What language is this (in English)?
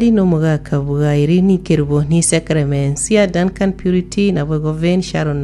Gusii